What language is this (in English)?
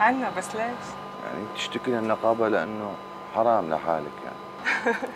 North Levantine Arabic